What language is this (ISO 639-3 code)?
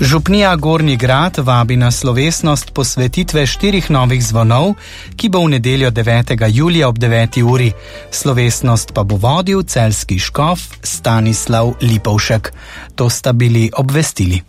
slv